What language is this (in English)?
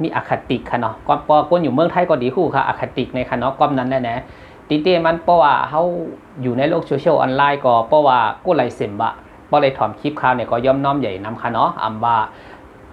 Shan